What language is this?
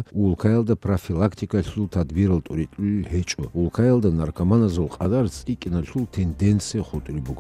Avaric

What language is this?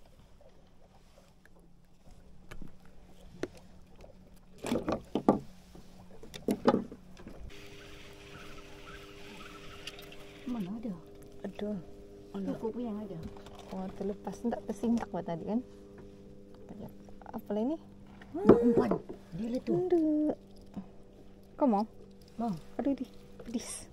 Malay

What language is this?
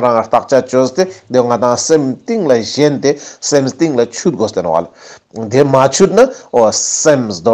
Ladakhi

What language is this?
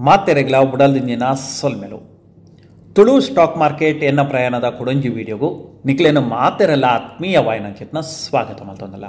Tulu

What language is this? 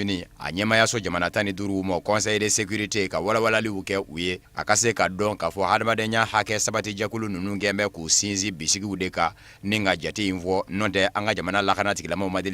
Bambara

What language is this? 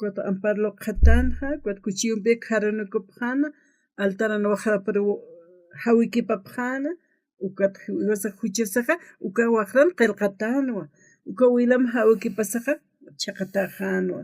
Aymara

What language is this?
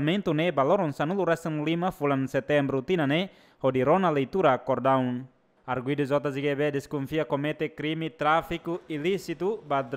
Tetum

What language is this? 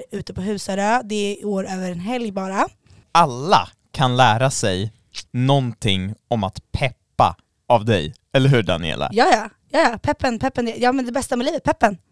Swedish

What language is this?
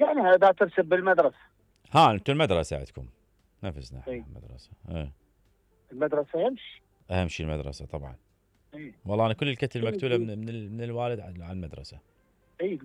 Mesopotamian Arabic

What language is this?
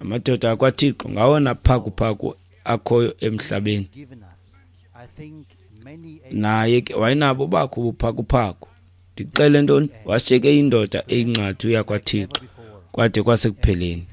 Xhosa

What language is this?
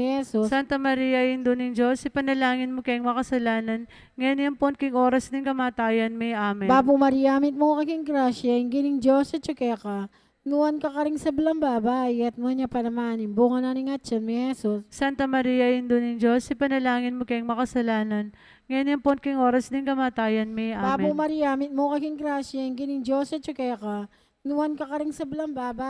Pampanga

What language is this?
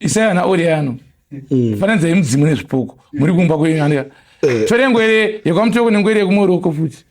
Shona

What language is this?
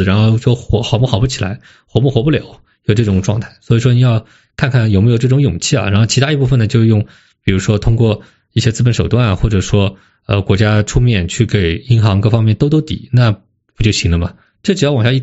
Chinese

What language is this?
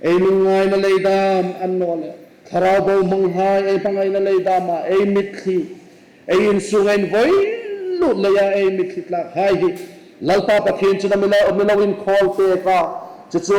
Hmar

